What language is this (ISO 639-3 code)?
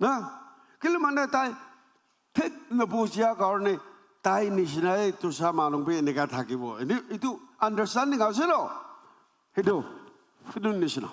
nag